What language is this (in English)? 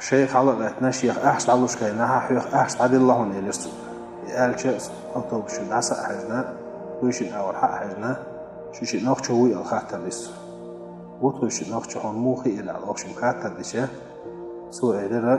Chechen